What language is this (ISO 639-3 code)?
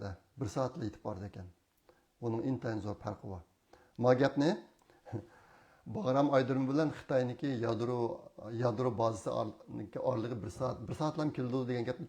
uig